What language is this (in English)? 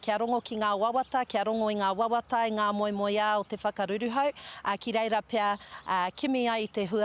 Māori